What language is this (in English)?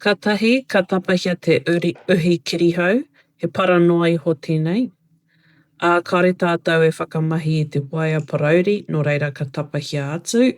Māori